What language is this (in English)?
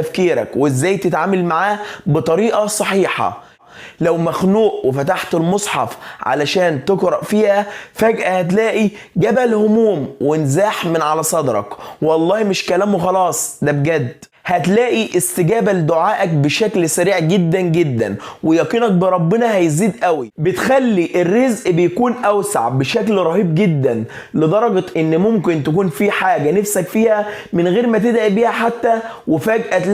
Egyptian Arabic